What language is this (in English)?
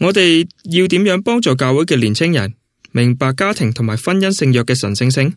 Cantonese